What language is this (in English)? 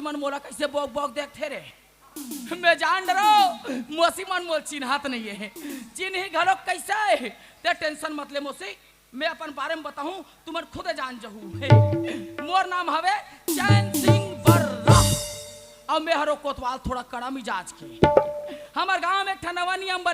Chhattisgarhi